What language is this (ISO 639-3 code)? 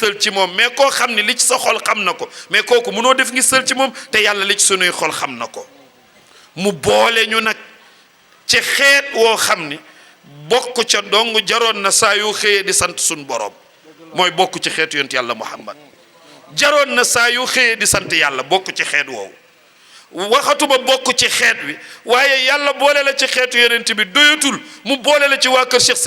wol